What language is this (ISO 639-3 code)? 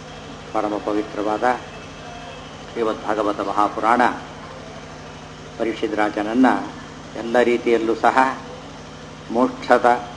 kan